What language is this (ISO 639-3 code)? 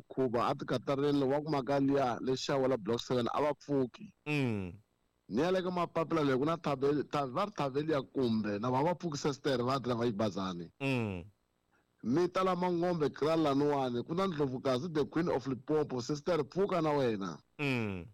tso